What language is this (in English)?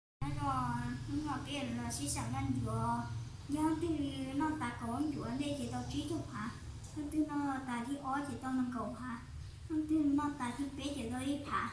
Hmong